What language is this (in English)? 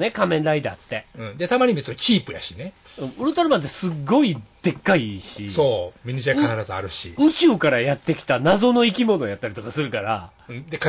Japanese